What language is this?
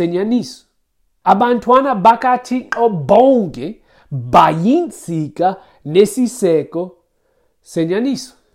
Xhosa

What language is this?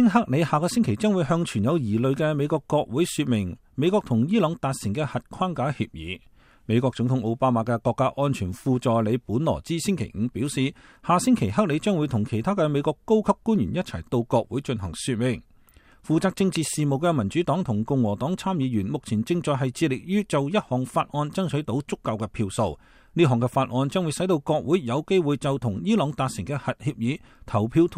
Cantonese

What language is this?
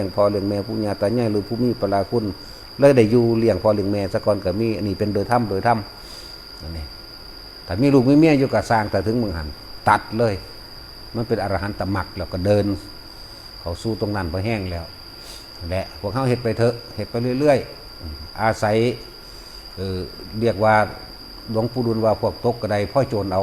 Northeastern Thai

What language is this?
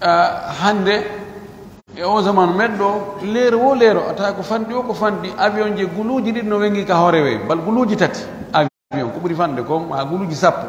Pular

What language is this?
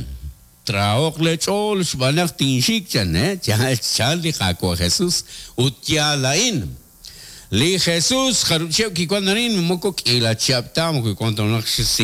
Kekchí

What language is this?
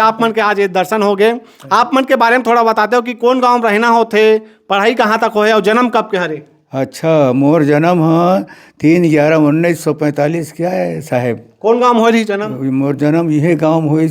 Chhattisgarhi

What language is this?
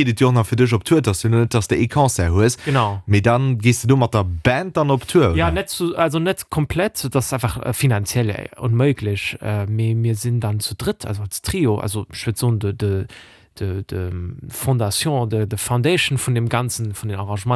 Luxembourgish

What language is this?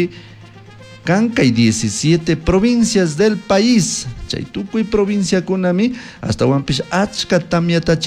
Chimborazo Highland Quichua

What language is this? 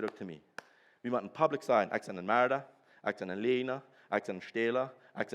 Plautdietsch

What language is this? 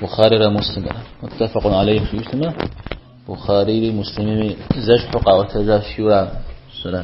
Kabardian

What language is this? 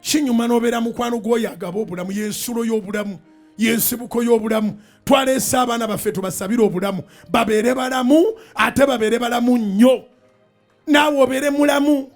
Ganda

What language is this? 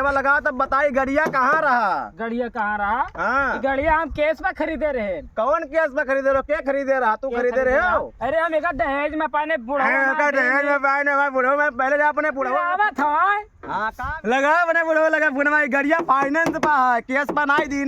Awadhi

